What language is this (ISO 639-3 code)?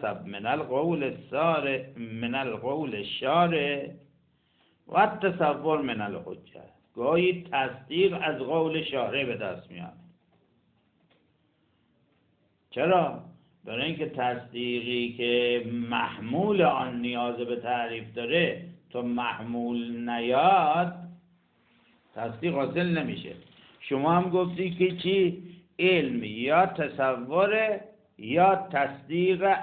fas